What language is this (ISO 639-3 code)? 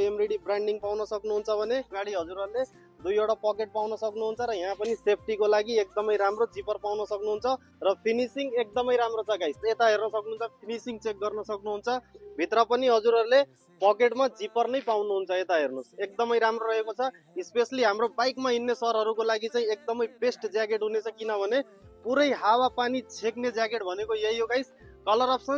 nep